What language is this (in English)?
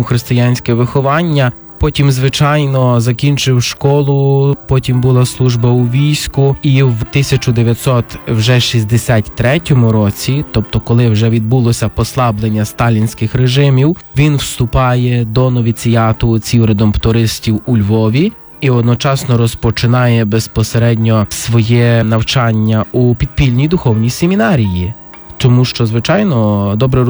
Ukrainian